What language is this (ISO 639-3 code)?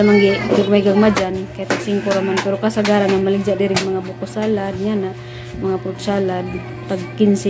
ceb